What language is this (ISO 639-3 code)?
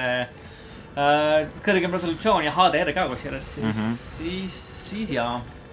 est